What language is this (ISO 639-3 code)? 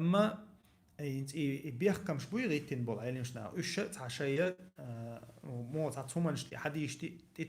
che